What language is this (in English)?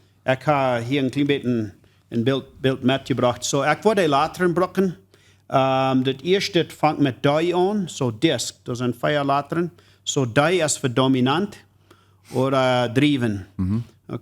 Plautdietsch